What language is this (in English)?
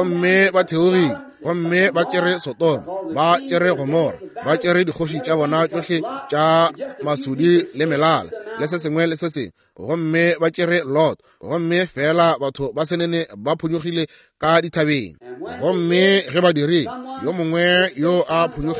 Northern Sotho